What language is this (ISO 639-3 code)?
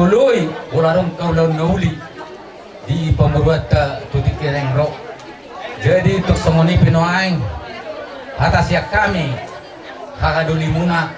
bbc